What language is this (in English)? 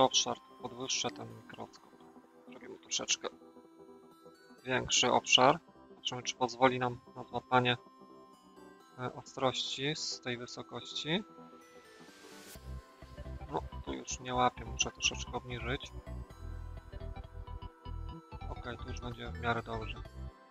Polish